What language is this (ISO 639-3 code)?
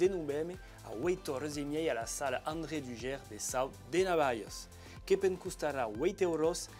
oci